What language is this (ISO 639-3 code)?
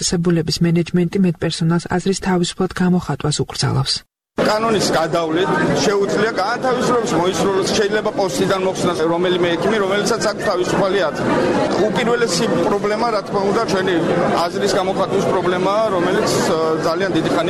kat